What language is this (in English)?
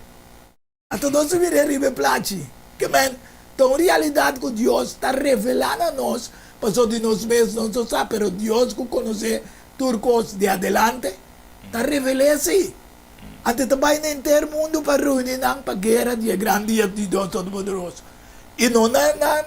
Papiamento